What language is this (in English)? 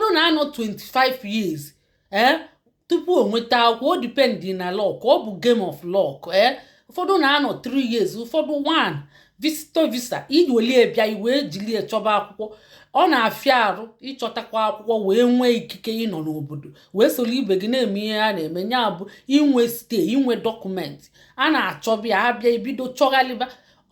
Igbo